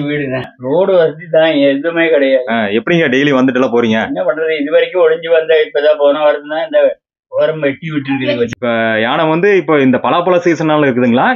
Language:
Tamil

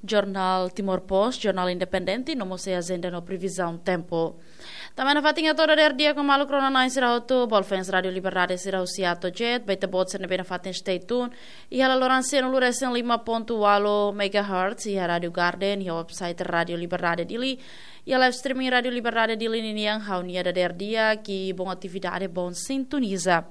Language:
Tetum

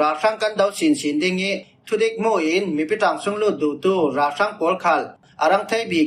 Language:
Falam Chin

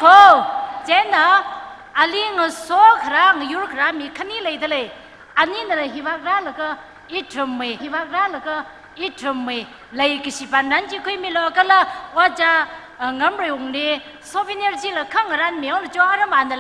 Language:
Tangkhul Naga (India)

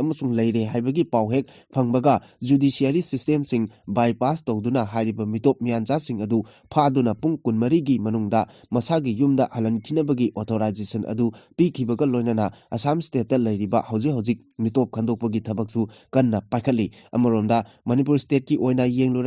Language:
Manipuri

